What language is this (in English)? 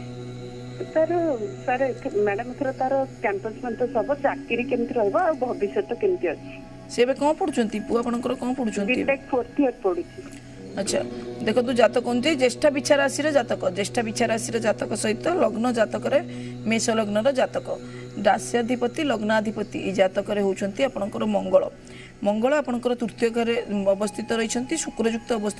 Odia